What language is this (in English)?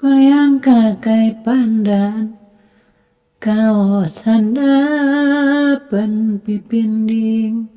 Sundanese